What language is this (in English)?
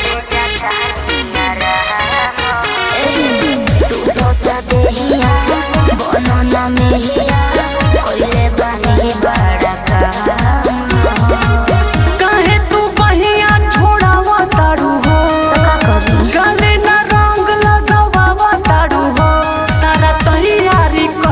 Bhojpuri